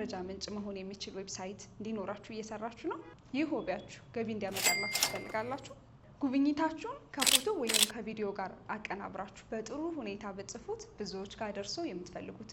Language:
Amharic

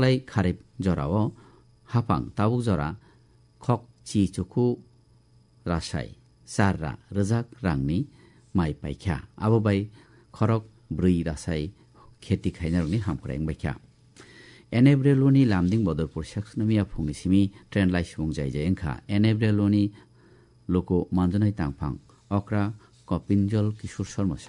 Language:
Kok Borok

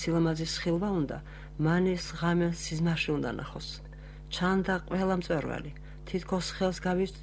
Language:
Georgian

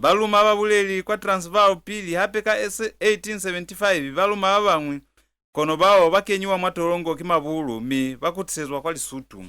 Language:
Lozi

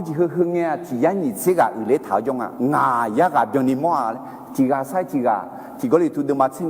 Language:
Akha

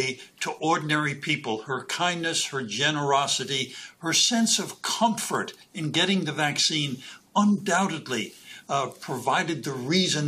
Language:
English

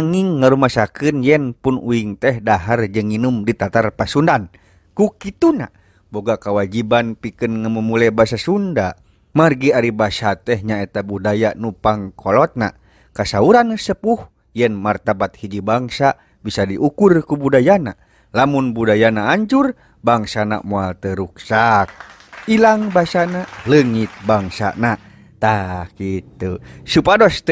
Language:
Sundanese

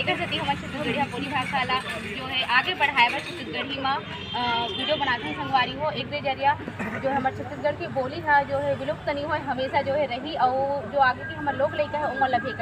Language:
Chhattisgarhi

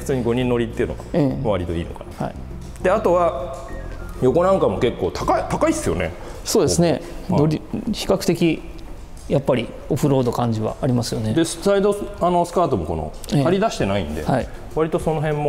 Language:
Japanese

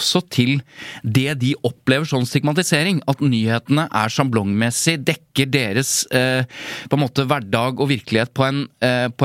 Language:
Norwegian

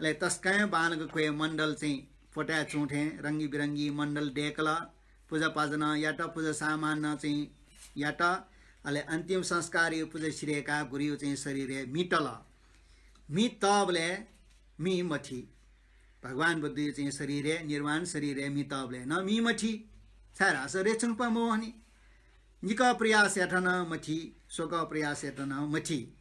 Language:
Newari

